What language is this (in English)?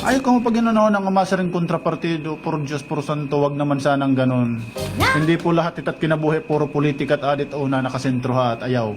Waray